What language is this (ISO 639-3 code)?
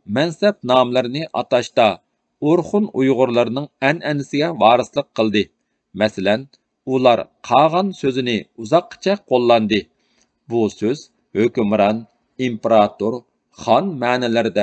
uig